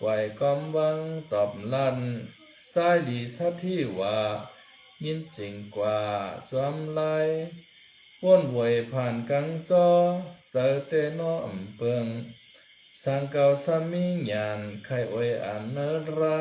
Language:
Shan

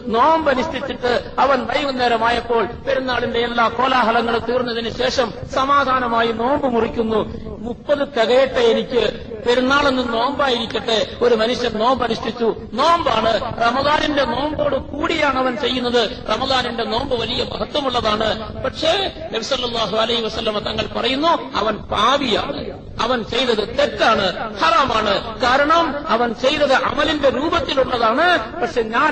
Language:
Malayalam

